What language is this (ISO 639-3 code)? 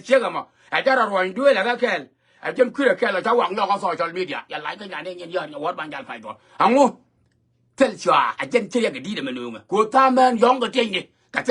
nus